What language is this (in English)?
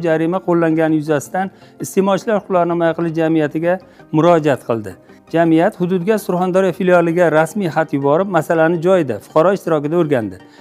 Uzbek